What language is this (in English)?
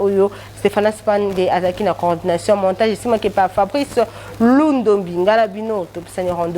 Lingala